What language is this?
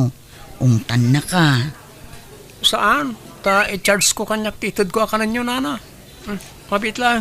Iloko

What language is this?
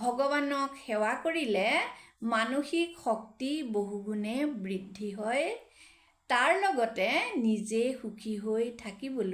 Assamese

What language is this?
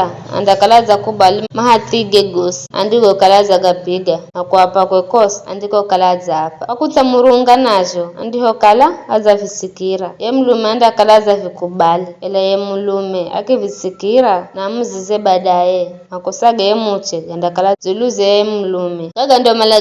Giryama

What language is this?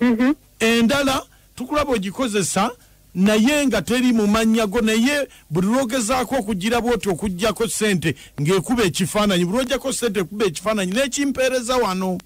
Ganda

